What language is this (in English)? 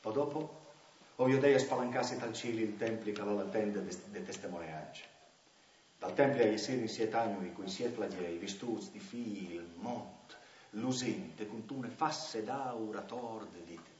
Friulian